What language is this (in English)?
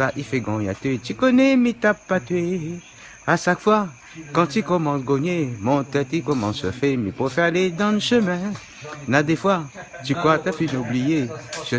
Réunion Creole French